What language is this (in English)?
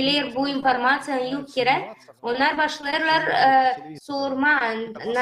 Gagauz